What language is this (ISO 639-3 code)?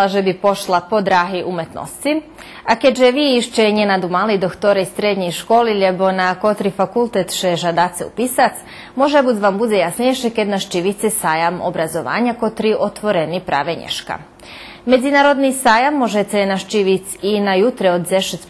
rue